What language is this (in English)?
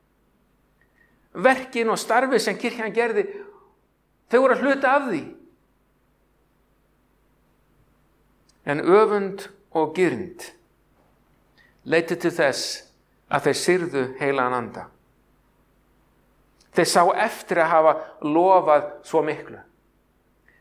Icelandic